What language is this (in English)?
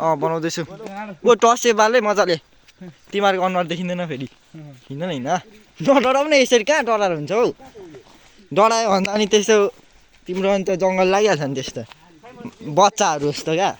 Nepali